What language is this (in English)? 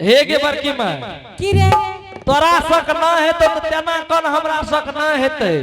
Angika